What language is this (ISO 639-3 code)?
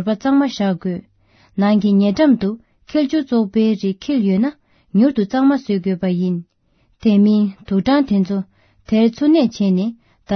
bod